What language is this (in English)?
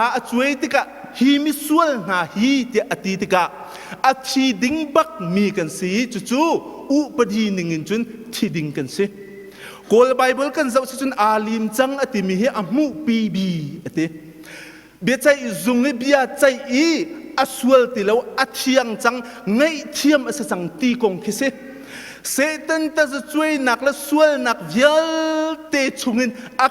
Hakha Chin